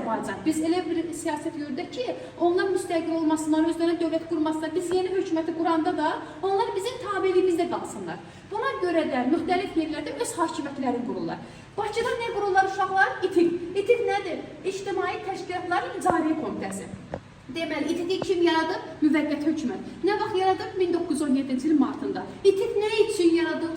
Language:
Azerbaijani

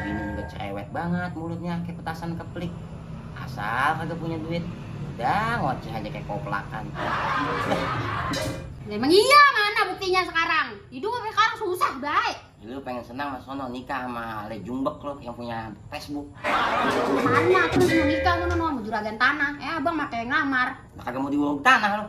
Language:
Betawi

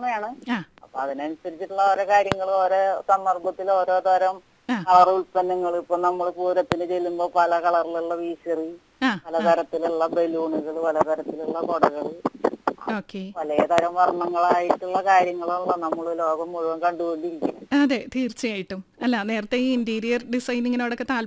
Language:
Malayalam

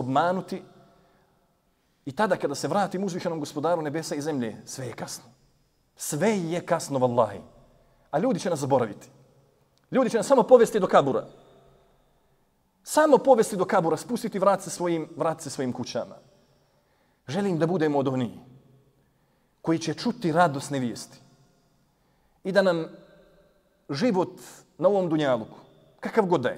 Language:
Bosnian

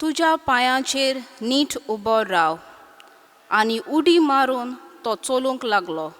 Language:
Konkani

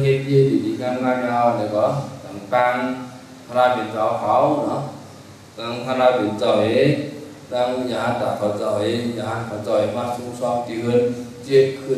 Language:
Shan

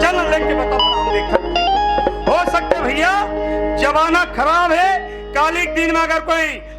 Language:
Chhattisgarhi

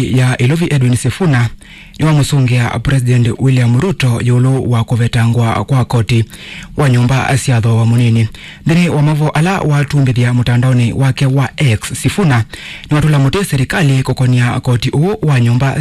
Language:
Kamba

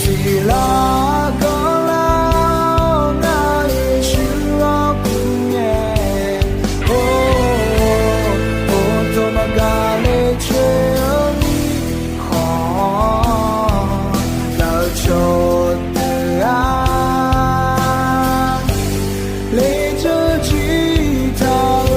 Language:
Akha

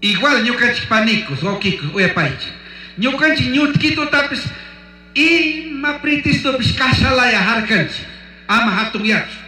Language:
Chimborazo Highland Quichua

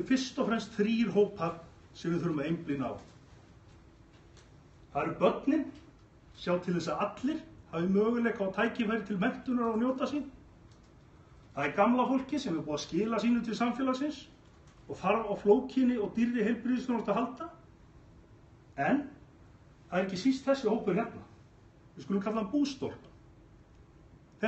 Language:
Icelandic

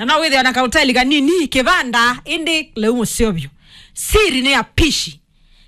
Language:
Kamba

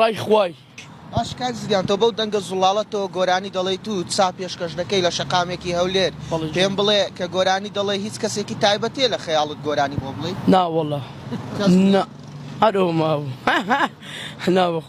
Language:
Central Kurdish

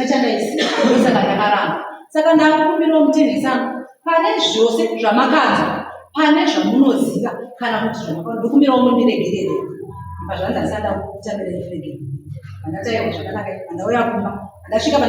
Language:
Shona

